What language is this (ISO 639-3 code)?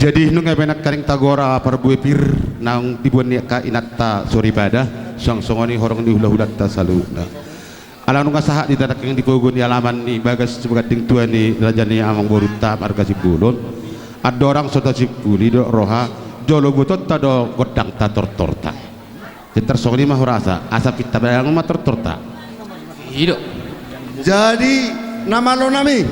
bbc